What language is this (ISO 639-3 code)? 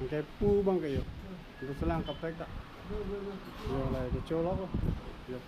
mjw